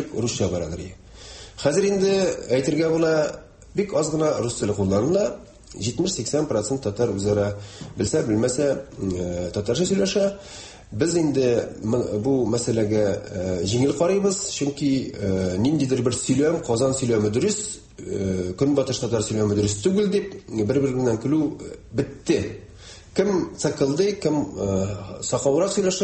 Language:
Tatar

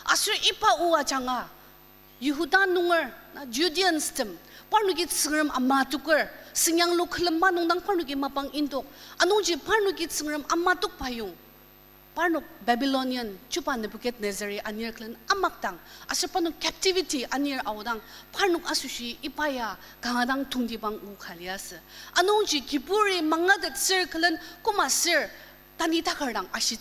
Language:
Ao Naga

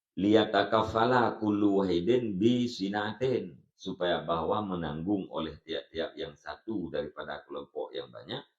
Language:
Achinese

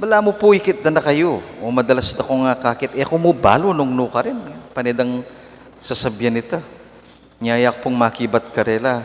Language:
Pampanga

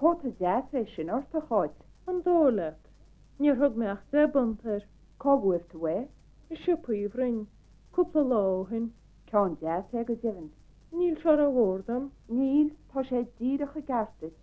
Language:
Irish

